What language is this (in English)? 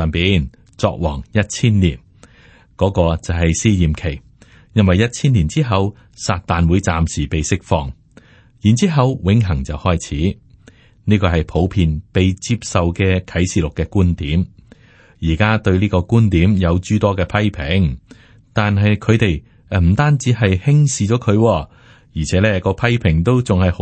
Cantonese